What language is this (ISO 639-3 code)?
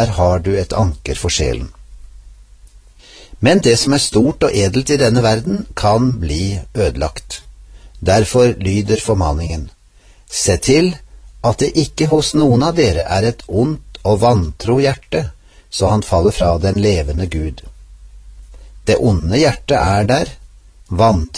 nor